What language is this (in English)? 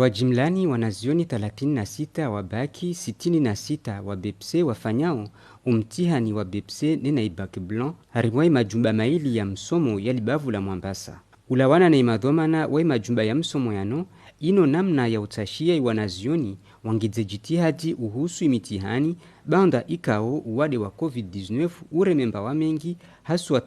Ngazidja Comorian